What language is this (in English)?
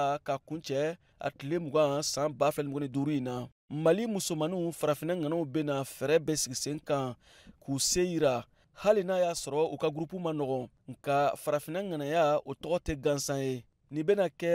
Bambara